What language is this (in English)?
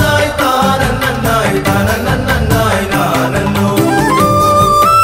Malayalam